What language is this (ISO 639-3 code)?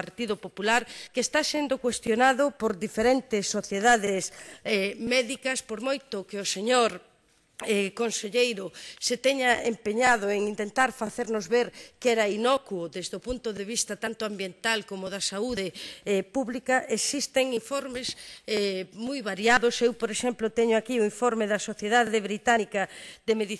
glg